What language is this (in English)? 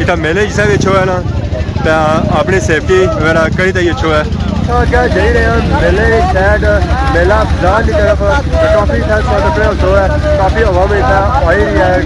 Pahari-Potwari